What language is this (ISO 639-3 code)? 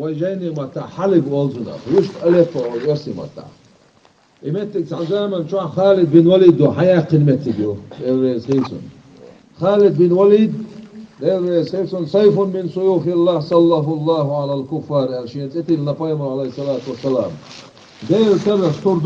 che